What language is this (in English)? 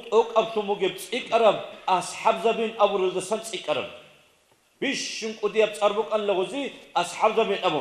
Avaric